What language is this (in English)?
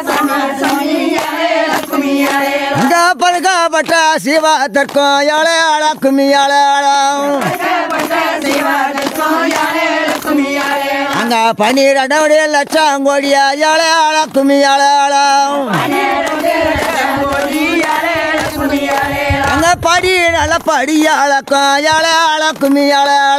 Tamil